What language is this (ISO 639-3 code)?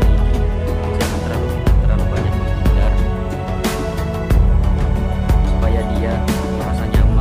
ind